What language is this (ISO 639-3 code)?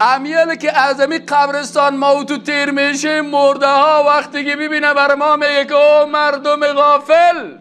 fas